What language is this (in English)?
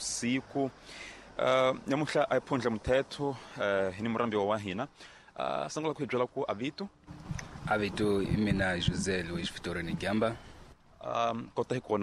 Tsonga